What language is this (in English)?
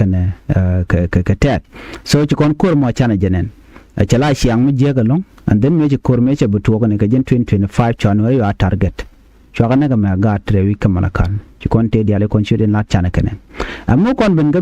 Nuer